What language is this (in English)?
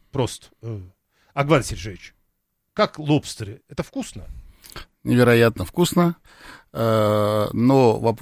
Russian